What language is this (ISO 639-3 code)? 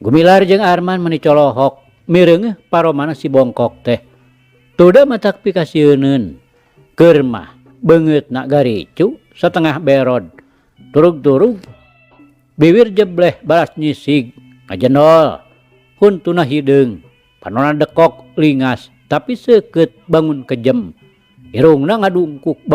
sun